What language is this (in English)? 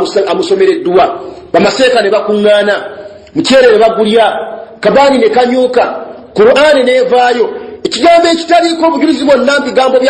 Ganda